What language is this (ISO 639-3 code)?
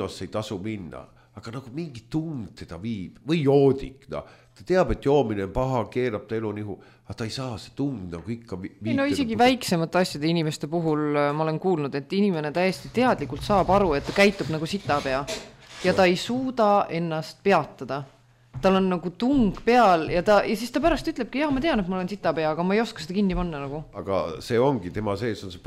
est